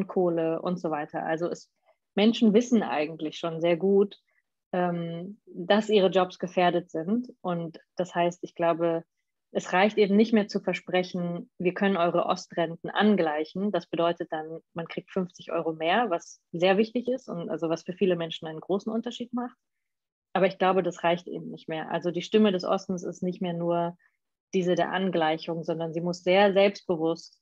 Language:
German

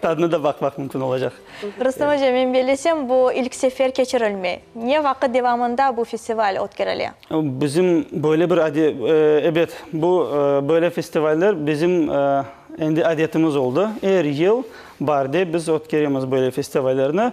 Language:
Crimean Tatar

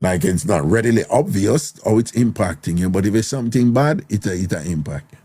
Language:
Jamaican Creole English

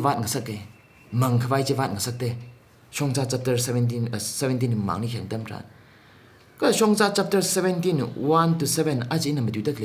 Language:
Tangkhul Naga (India)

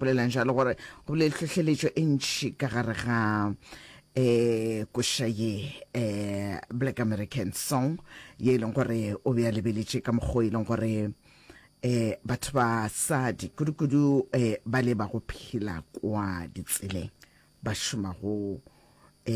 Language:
Northern Sotho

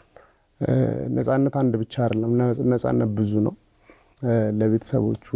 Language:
Amharic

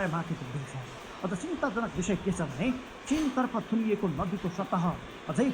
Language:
Nepali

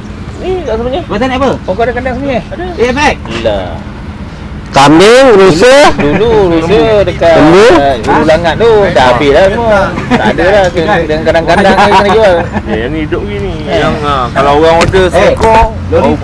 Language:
Malay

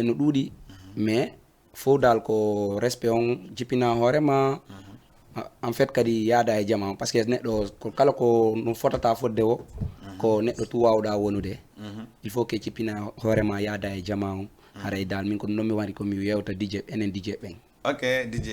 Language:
Fula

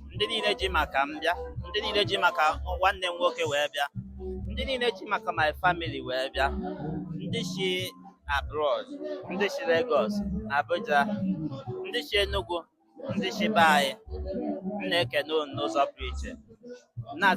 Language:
Igbo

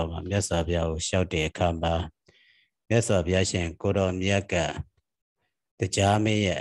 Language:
Burmese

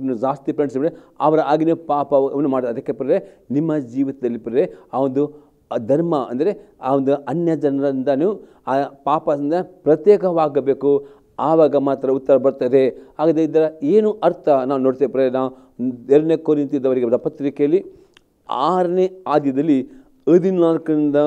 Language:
Kannada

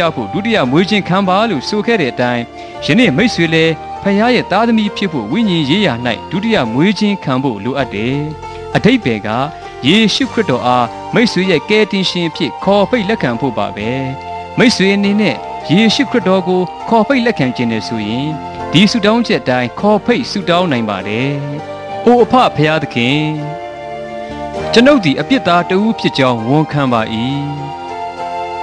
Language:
Burmese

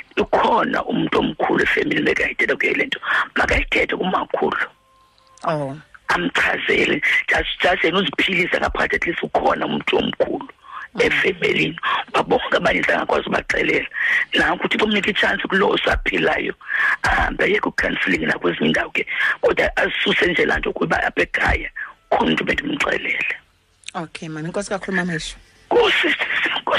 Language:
Xhosa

